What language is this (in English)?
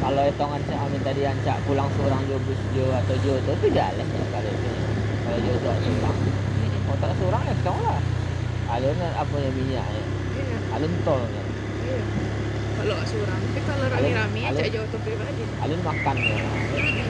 Minangkabau